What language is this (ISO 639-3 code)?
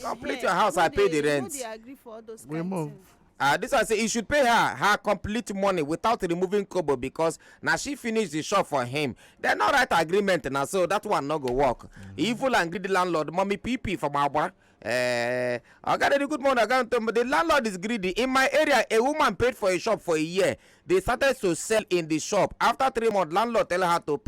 pcm